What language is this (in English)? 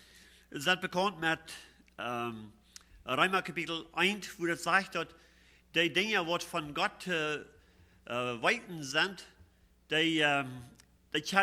Plautdietsch